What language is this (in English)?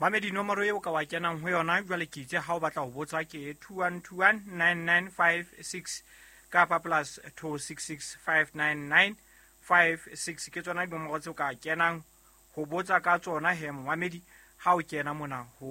Southern Sotho